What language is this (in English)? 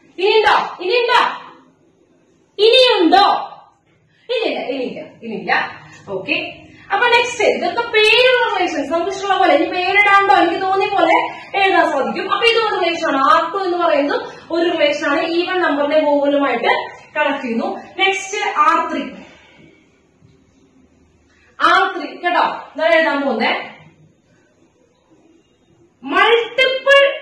Malayalam